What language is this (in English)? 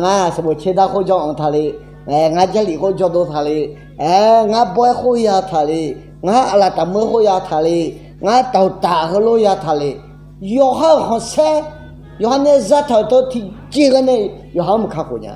Akha